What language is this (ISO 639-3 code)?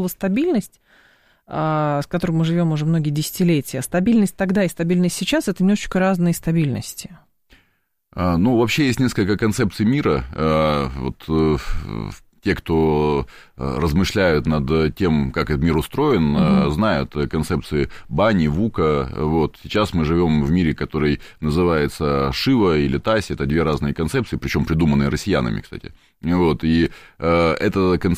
rus